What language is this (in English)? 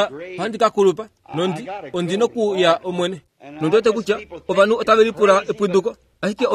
Kuanyama